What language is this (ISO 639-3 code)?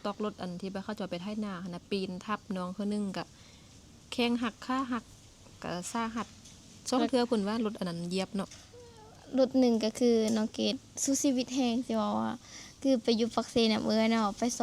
lao